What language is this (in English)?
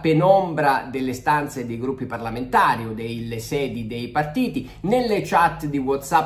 Italian